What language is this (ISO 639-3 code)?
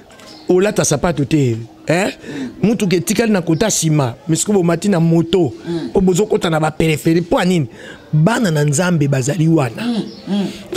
lin